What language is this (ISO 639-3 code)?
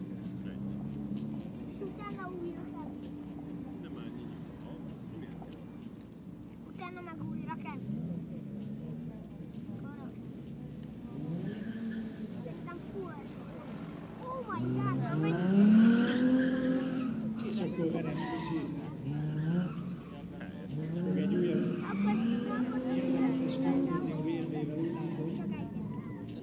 hun